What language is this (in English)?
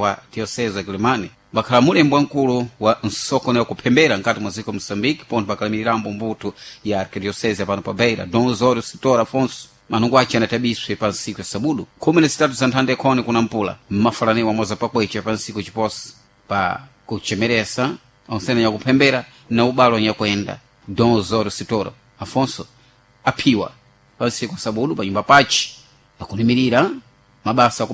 Sena